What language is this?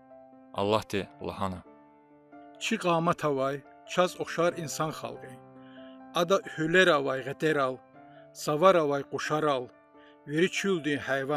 Lezghian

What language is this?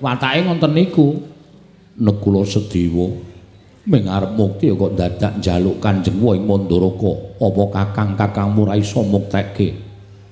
Javanese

